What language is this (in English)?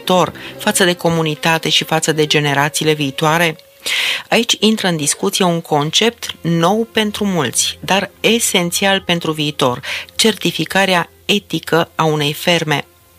Romanian